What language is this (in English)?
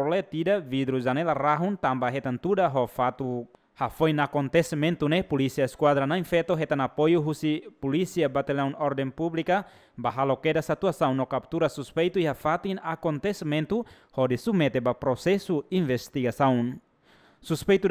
Tetum